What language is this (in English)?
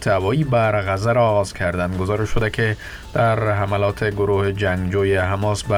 Persian